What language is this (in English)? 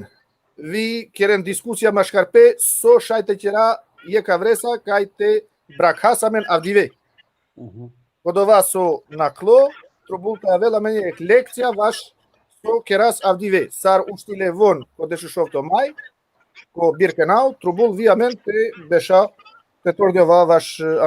Balkan Romani